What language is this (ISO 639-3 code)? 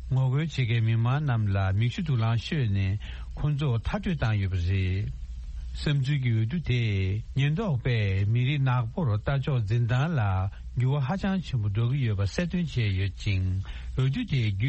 bod